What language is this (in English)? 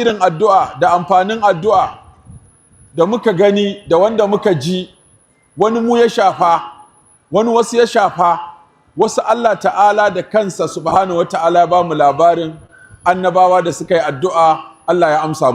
Hausa